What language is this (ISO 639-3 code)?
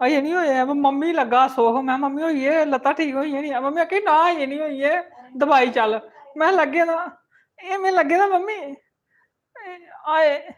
doi